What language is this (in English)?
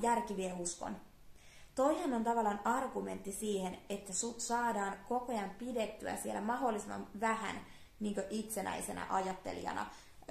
Finnish